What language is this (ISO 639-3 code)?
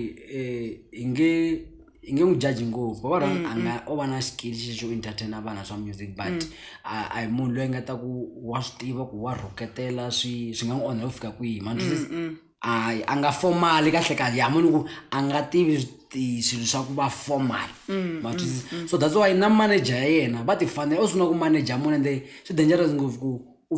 tso